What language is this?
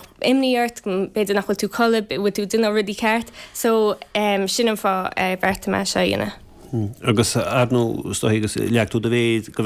Irish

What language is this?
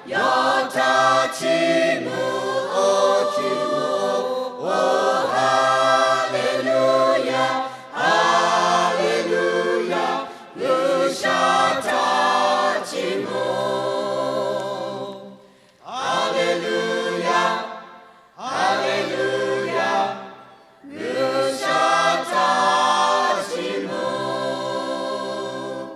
Lahu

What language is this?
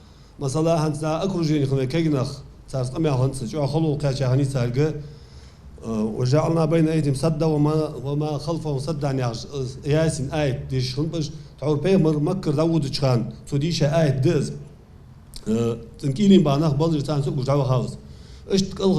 Ingush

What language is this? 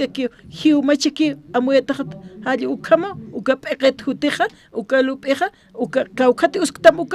Aymara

